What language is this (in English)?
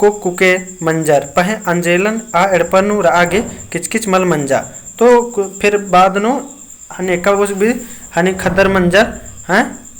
Kurukh